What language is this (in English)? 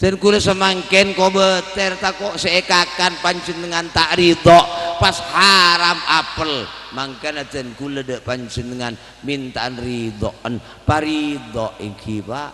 Madurese